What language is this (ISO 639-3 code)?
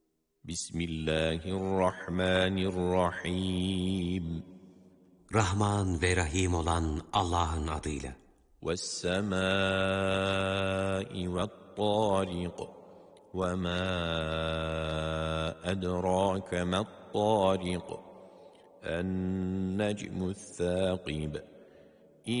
tur